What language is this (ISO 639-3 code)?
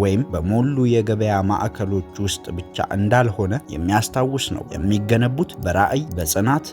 amh